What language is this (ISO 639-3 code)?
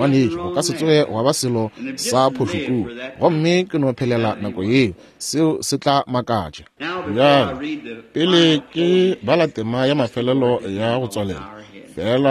nso